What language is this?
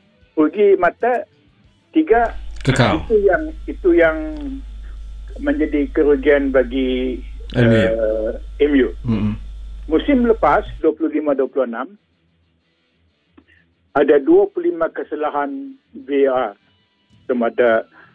Malay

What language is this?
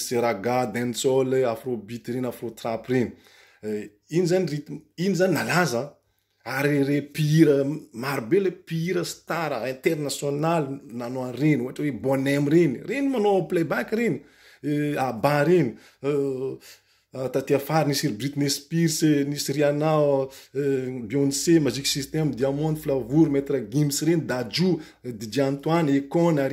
Malagasy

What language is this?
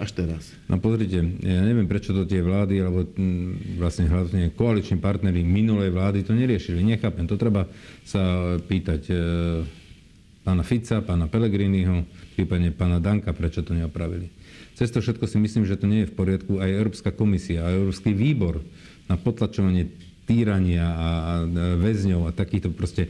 Slovak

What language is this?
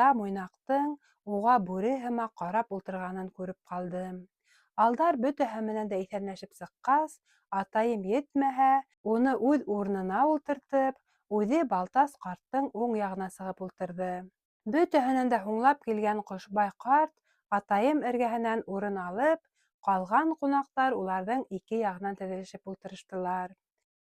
Bashkir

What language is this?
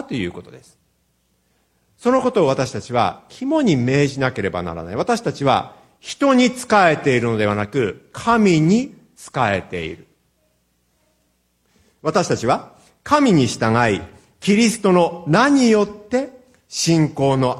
Japanese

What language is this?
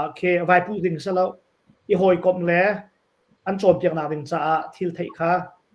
Hakha Chin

